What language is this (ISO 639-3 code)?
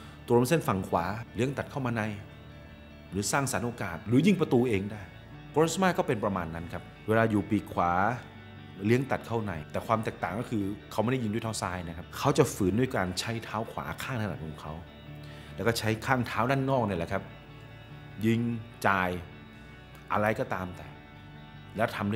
tha